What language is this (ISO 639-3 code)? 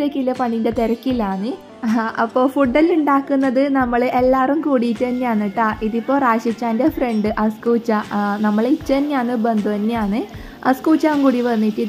mal